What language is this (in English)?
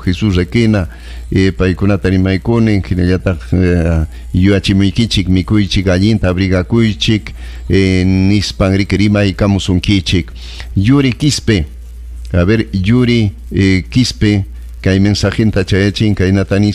Ayacucho Quechua